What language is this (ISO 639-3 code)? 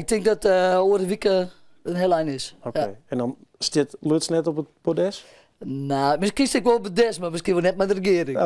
fry